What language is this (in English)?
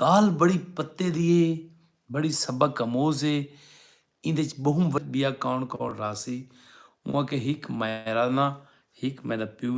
Saraiki